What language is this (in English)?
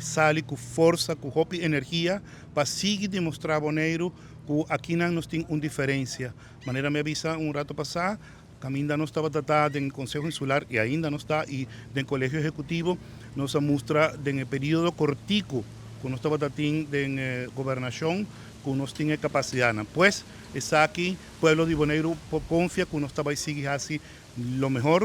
Papiamento